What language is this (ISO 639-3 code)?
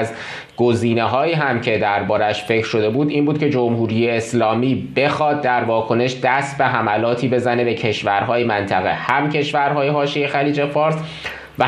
fas